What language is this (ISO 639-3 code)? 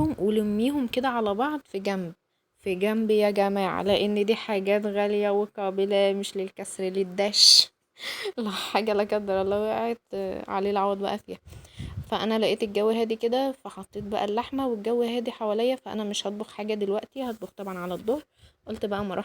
arz